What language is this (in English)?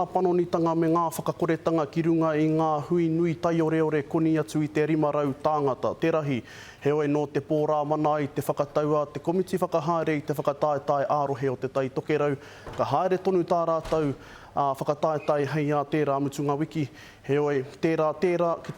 Māori